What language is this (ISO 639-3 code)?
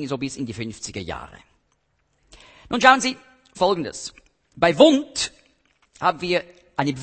deu